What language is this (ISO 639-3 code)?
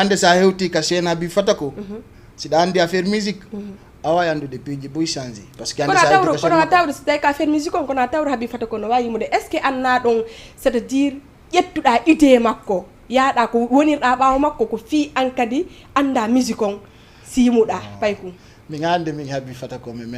ful